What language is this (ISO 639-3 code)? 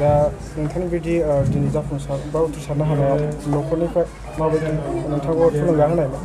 brx